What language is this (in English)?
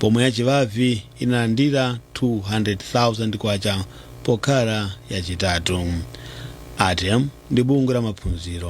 Nyanja